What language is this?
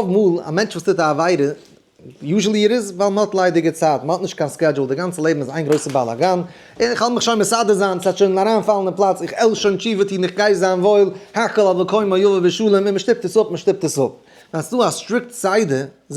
Yiddish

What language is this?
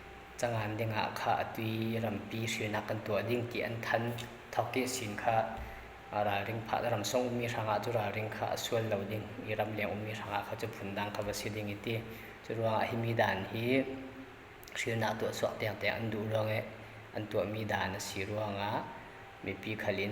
Falam Chin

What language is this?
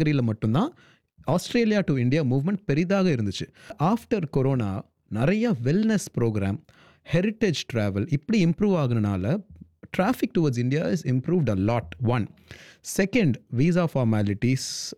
Tamil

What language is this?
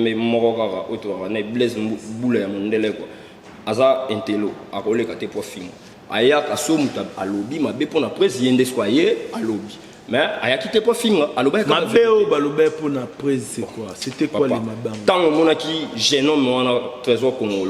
Lingala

